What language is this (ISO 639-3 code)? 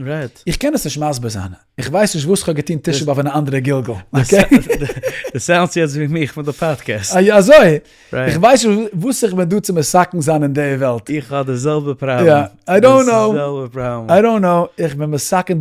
yid